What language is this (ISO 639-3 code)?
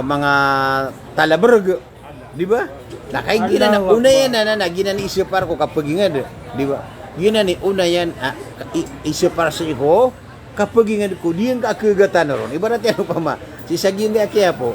mrw